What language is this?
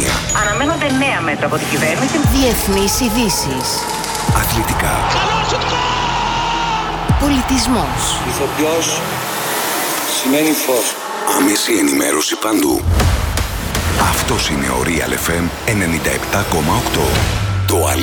Greek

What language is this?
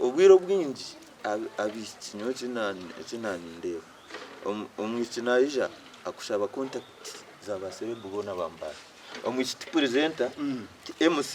Nyankole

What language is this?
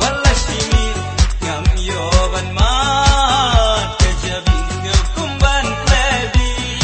Khasi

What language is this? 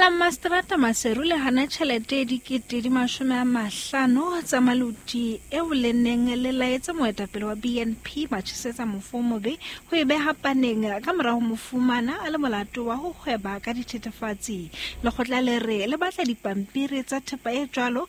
Southern Sotho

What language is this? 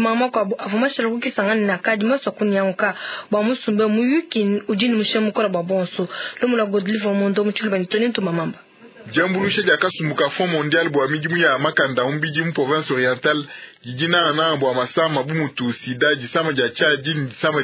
Luba-Lulua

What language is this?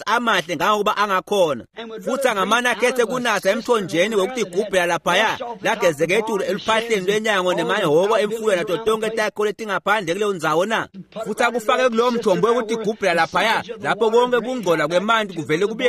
Swati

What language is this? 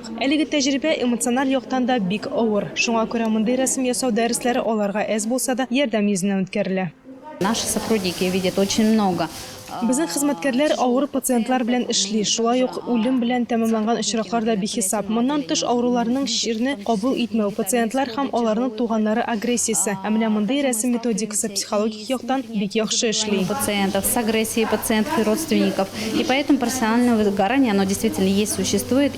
Tatar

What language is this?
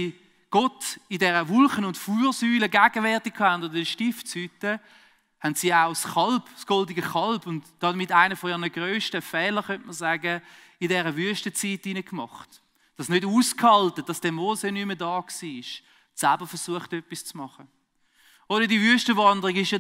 Swiss German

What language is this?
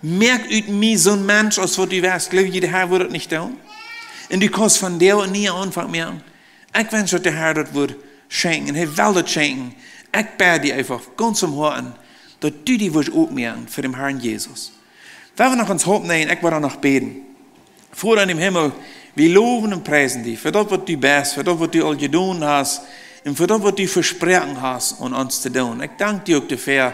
Plautdietsch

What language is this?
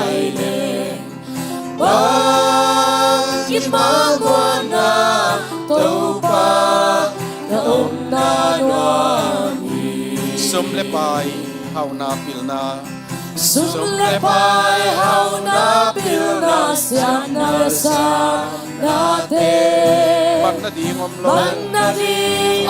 Tedim Chin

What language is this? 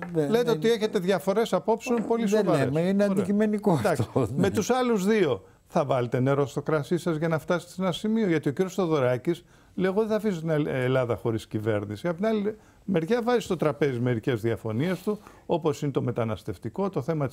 Greek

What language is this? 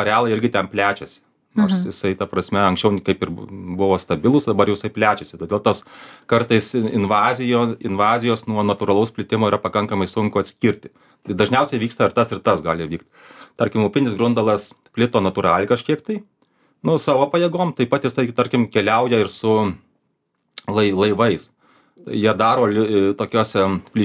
Lithuanian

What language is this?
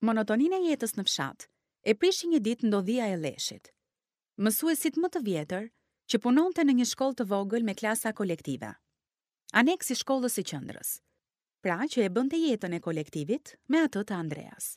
Albanian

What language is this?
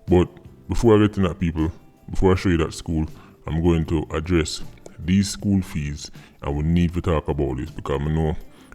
Jamaican Creole English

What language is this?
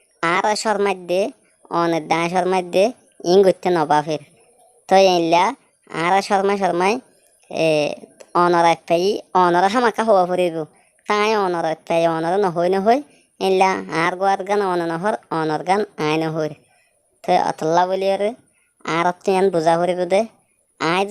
Rohingya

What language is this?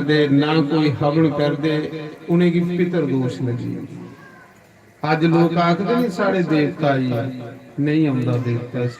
Dogri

